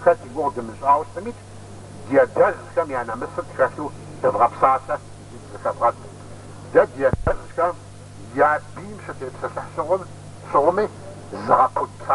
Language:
Kabardian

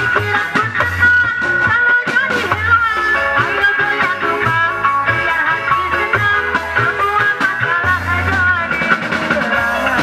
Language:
Sasak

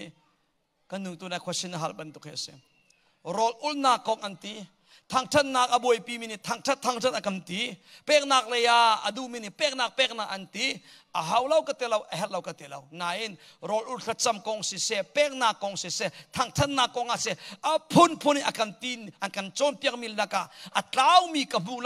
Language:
Hakha Chin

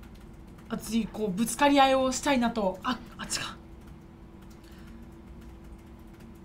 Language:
Japanese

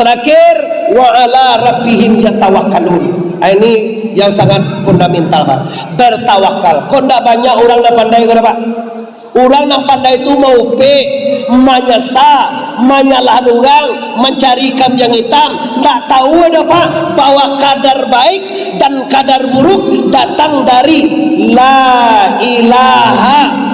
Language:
Minangkabau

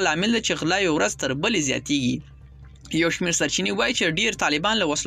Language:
Pashto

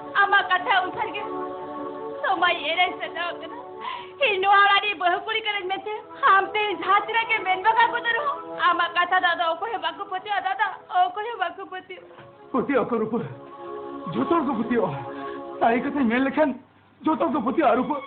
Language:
Santali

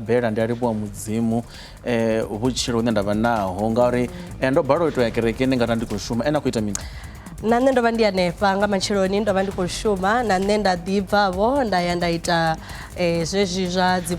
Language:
Venda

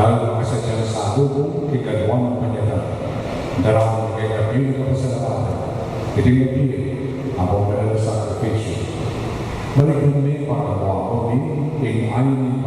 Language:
Pampanga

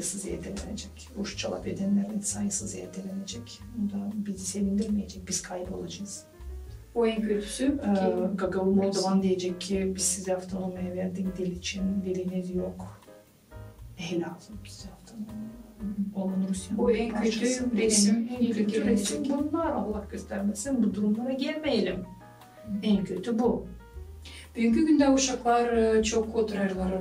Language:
Gagauz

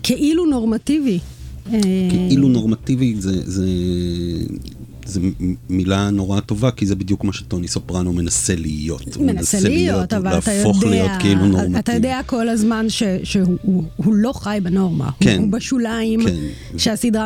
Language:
Hebrew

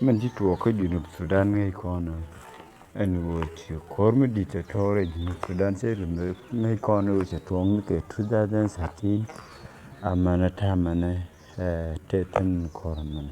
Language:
Nuer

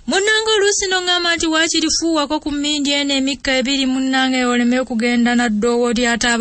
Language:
Ganda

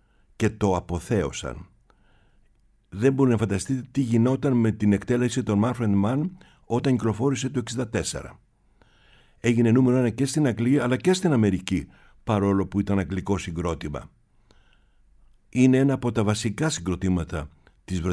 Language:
Greek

